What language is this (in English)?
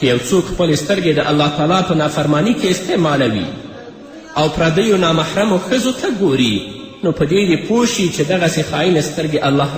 Pashto